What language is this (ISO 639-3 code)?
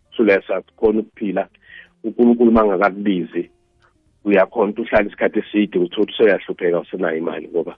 nbl